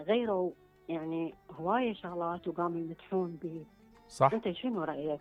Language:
Mesopotamian Arabic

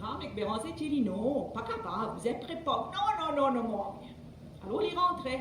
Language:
Morisyen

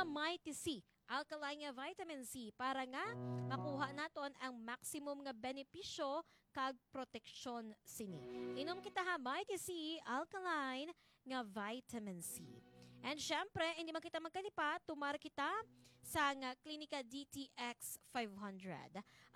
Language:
Hiligaynon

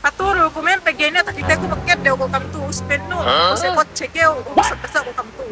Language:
Yakan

